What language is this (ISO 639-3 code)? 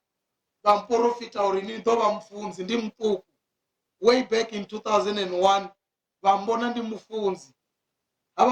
ven